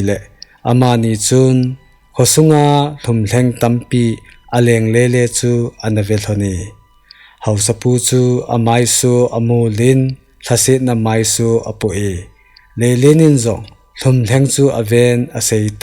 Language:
Thado Chin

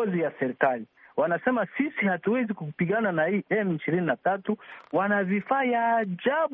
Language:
Swahili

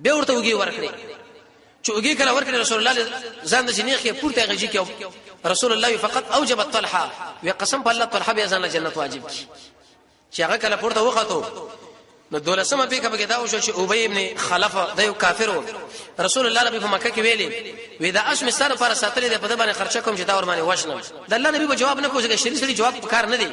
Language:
Pashto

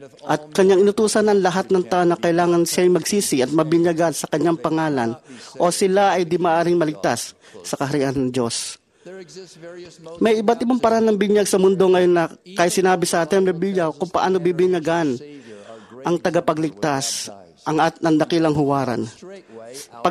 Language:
Filipino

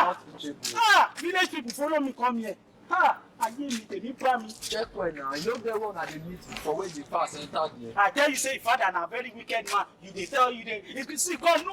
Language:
Nigerian Pidgin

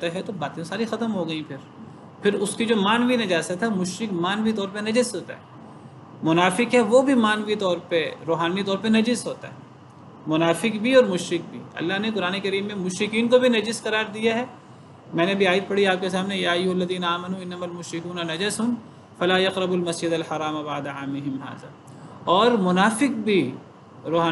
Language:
Urdu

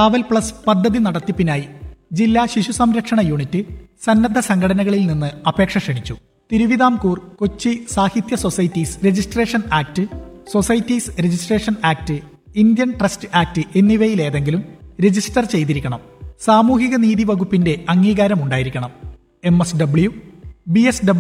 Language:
Malayalam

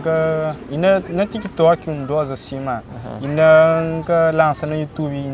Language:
Kabuverdianu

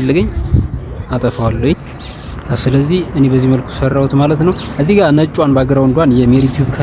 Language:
Amharic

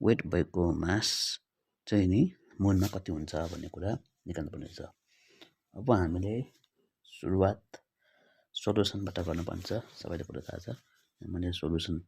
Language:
Nepali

